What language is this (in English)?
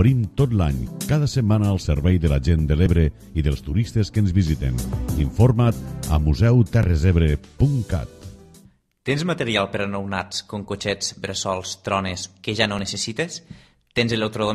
Catalan